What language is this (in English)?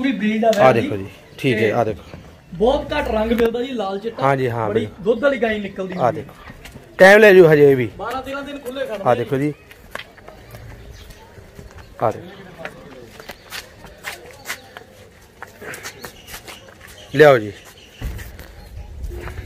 Punjabi